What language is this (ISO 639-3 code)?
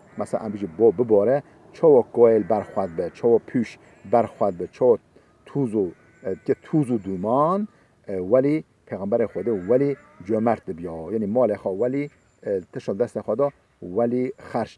kur